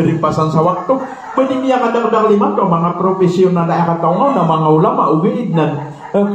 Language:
Maranao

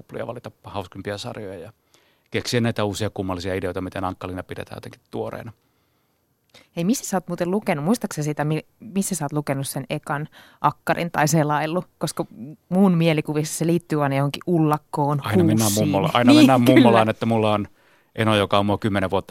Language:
Finnish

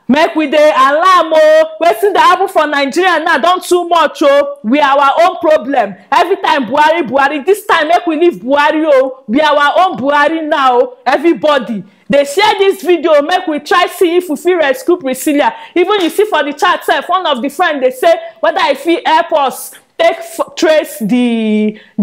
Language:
Nigerian Pidgin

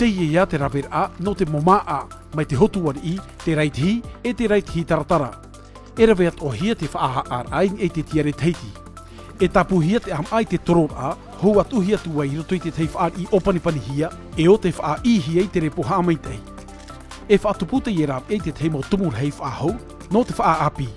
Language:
Tahitian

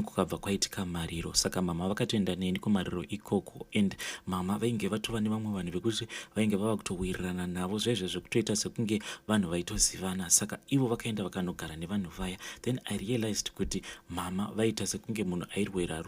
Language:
Shona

